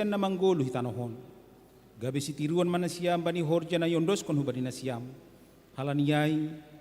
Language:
Batak Simalungun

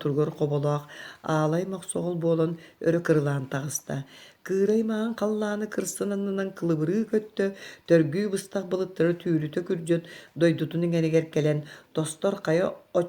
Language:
Yakut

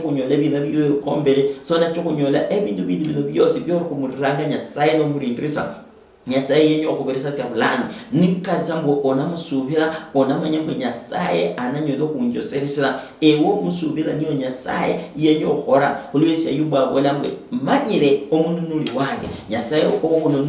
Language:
Luyia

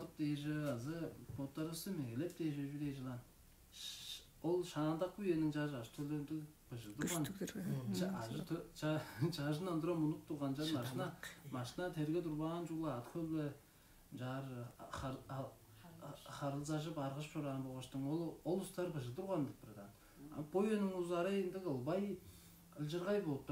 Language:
Tuvinian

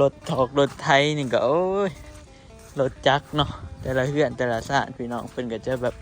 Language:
Northeastern Thai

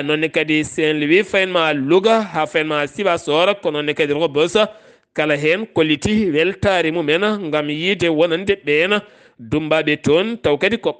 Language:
Fula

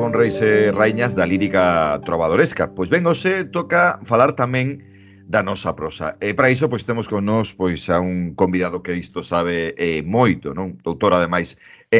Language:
Galician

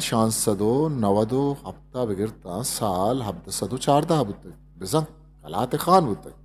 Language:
Eastern Balochi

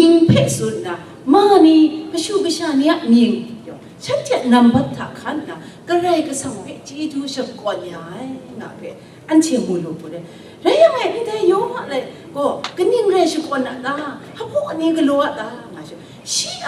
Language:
Kachin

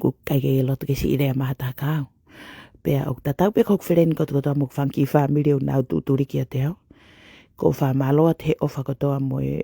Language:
Tongan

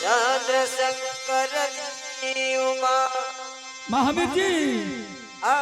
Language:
Angika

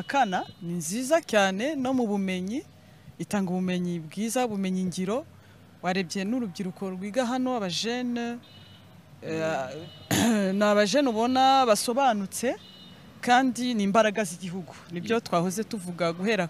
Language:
Kinyarwanda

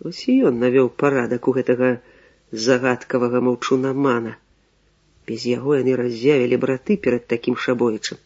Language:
Belarusian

